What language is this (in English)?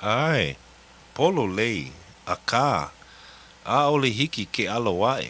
Hawaiian